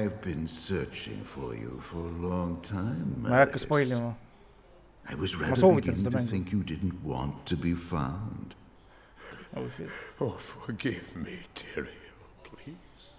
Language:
Estonian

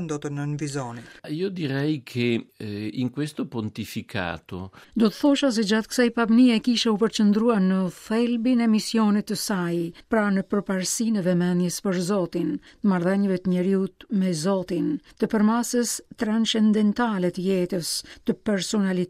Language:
Albanian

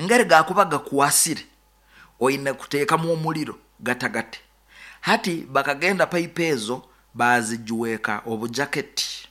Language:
Nyoro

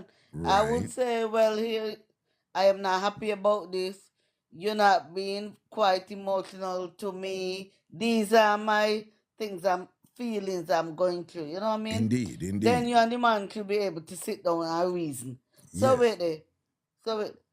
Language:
Jamaican Creole English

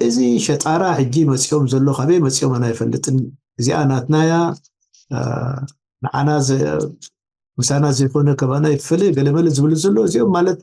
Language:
Tigrinya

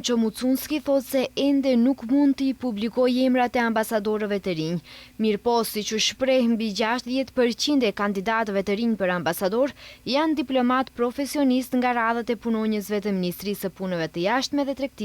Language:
Albanian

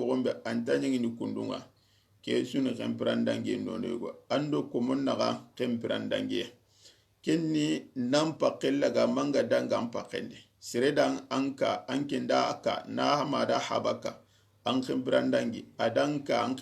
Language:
Soninke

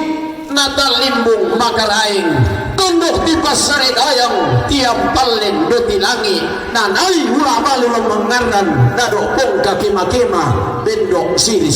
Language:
Toraja-Sa'dan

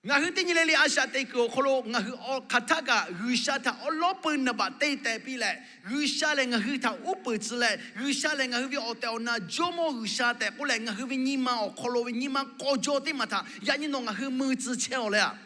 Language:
Lahu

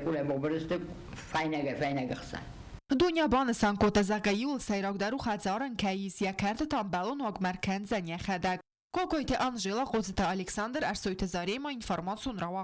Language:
Ossetic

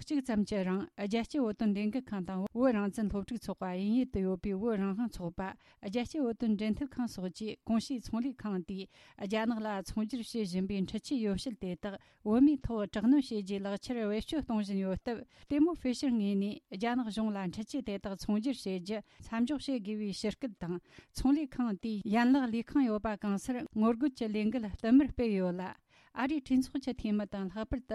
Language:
Tibetan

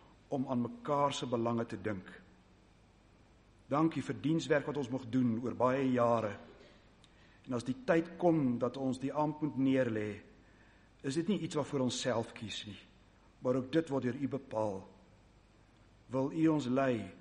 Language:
Afrikaans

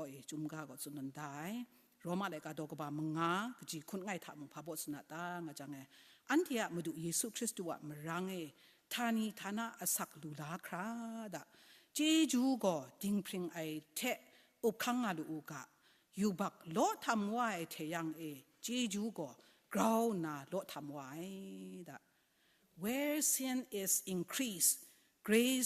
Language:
Kachin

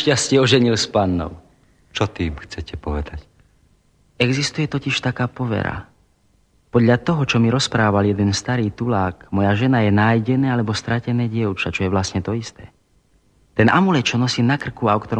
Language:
Slovak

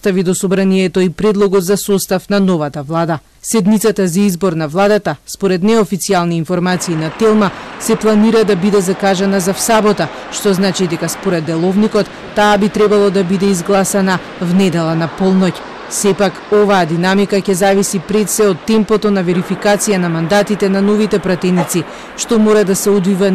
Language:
Macedonian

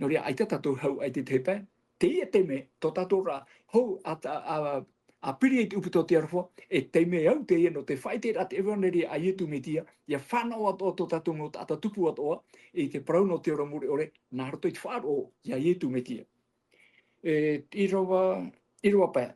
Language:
Tahitian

